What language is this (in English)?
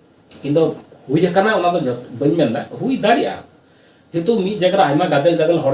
Santali